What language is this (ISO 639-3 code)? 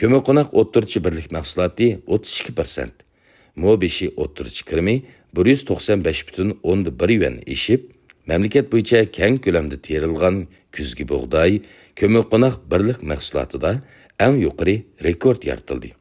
uig